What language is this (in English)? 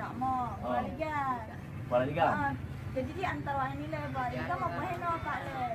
Achinese